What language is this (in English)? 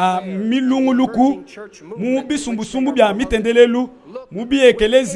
Luba-Lulua